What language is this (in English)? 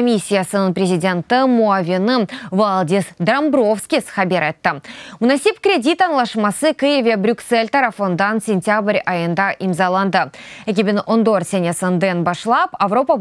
Crimean Tatar